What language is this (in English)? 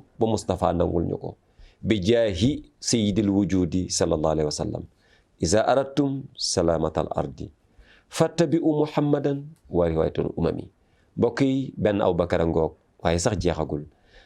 Wolof